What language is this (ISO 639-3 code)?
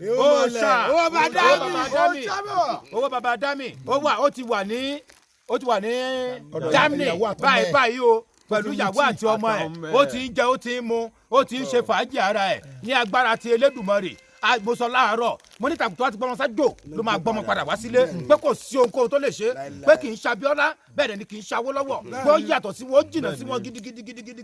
yor